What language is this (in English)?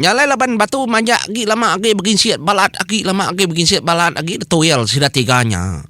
Iban